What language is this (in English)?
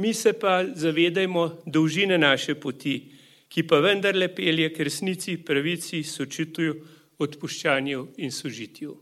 Slovenian